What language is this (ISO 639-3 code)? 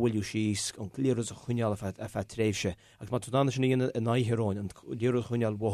gle